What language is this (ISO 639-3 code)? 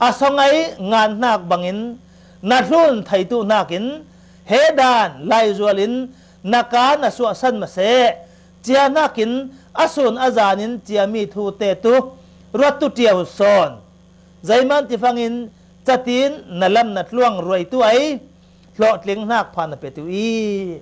cfm